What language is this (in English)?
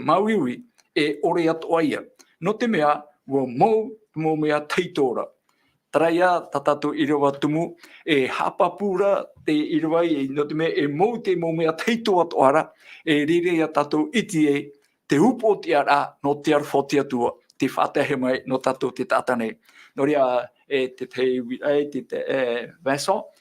Tahitian